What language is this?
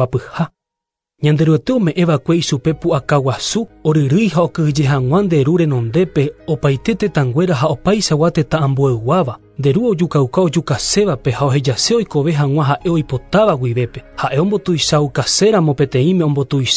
Guarani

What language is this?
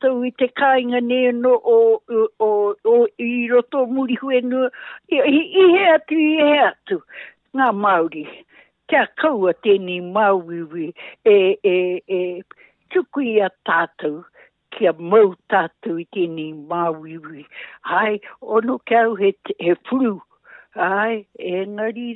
Māori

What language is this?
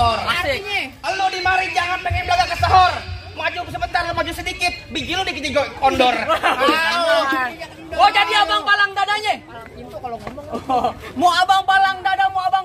Betawi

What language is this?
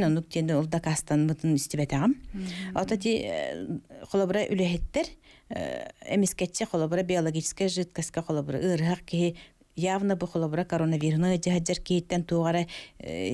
Yakut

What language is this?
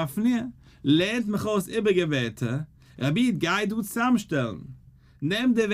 Yiddish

